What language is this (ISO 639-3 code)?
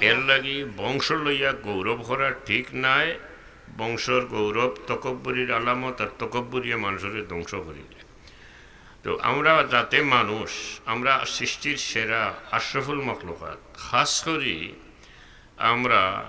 syl